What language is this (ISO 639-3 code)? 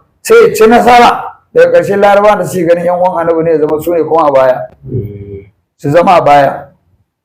hau